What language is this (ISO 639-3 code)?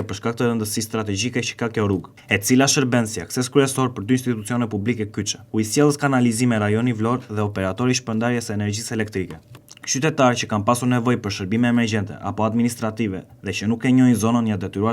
sqi